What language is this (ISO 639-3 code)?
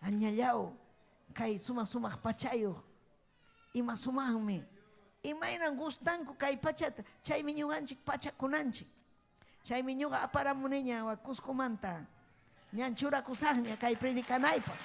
quy